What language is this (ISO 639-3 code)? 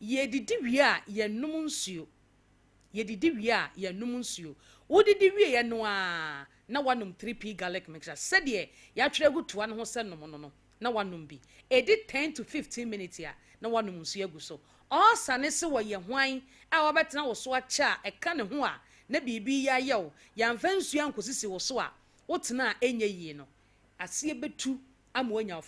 aka